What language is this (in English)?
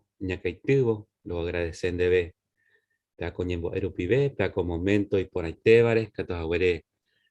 Guarani